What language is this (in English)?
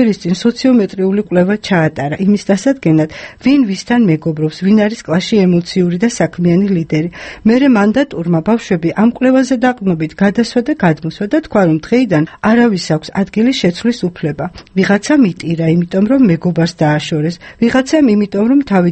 Georgian